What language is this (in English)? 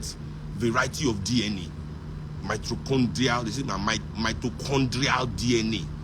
Nigerian Pidgin